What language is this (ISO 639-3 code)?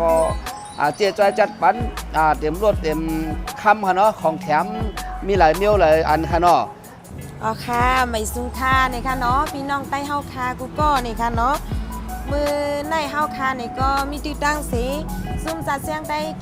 shn